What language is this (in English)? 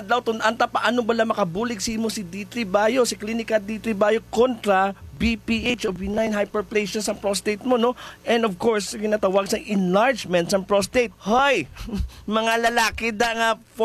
Hiligaynon